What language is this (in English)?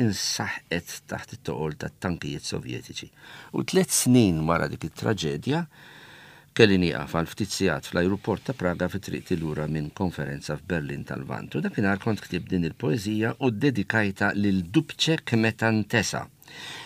Maltese